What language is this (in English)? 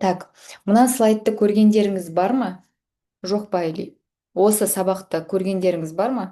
Kazakh